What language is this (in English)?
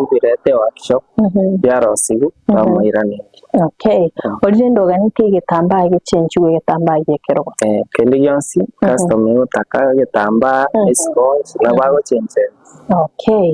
Gusii